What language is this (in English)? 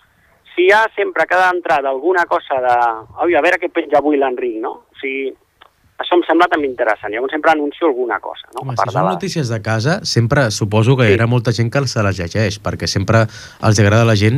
Catalan